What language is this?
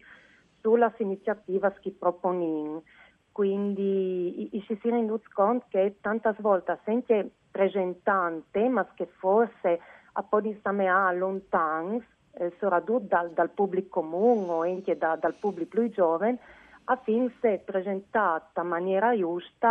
Friulian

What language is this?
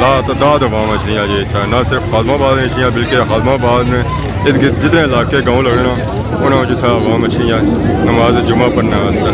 Pahari-Potwari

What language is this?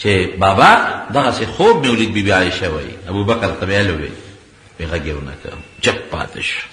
Pashto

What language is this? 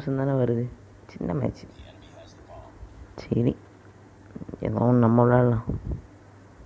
Tamil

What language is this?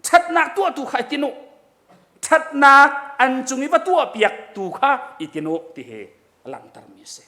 Hakha Chin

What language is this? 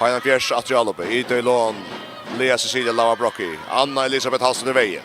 Faroese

